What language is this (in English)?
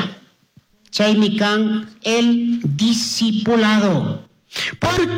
Chimborazo Highland Quichua